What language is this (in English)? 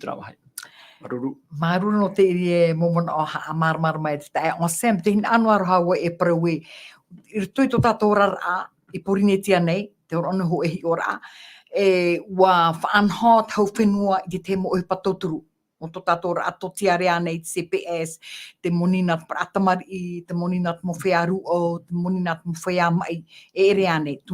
Tahitian